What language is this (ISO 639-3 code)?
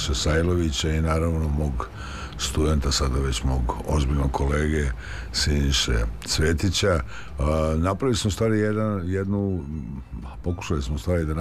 srp